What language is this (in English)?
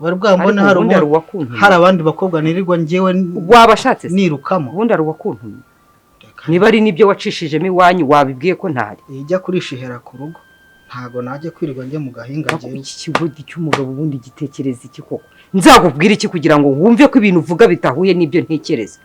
Kinyarwanda